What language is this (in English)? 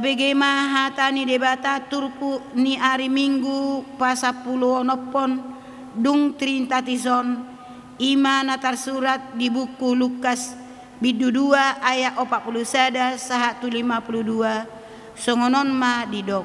Batak Toba